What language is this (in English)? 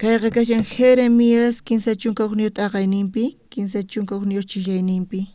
South Bolivian Quechua